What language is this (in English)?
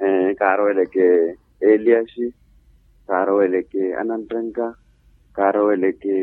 Makhuwa